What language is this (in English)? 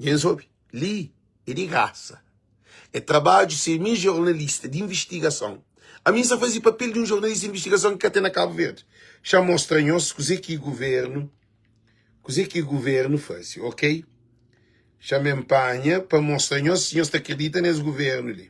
Kabuverdianu